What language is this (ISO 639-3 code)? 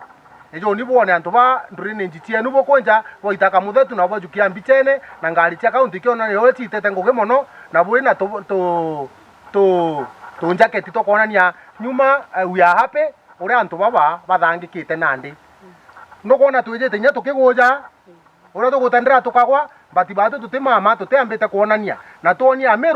mer